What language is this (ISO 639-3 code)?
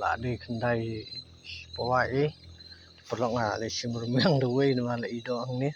kha